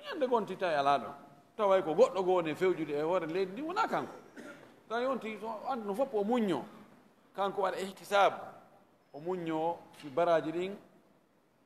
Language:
Fula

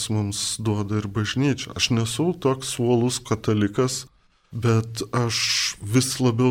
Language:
Lithuanian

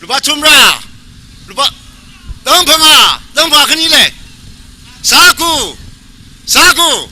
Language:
Tangkhul Naga (India)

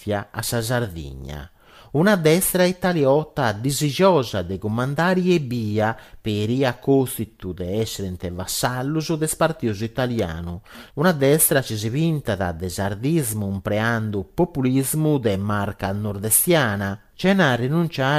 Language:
Sardinian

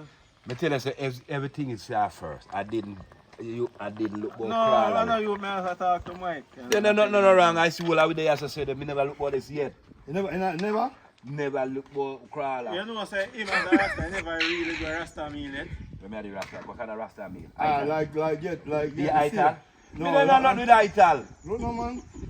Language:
Jamaican Creole English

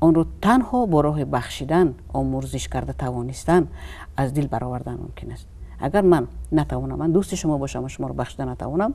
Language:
Tajik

